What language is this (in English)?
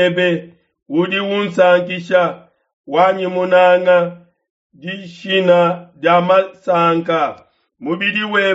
Luba-Lulua